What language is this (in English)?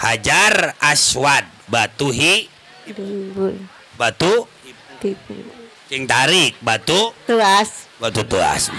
Sundanese